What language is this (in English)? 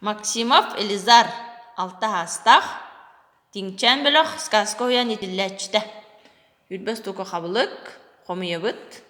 Yakut